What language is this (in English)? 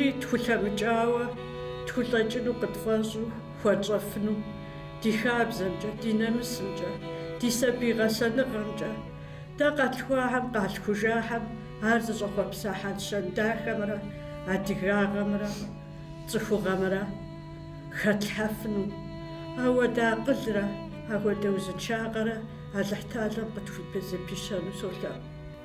Kabardian